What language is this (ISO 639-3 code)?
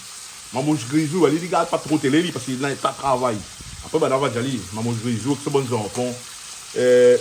rcf